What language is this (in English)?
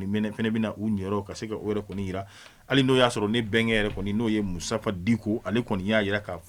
Bambara